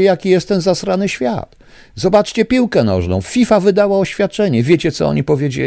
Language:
Polish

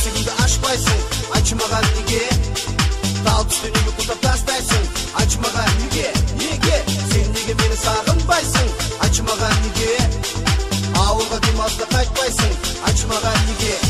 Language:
Kazakh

